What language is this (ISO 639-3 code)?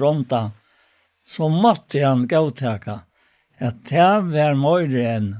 fao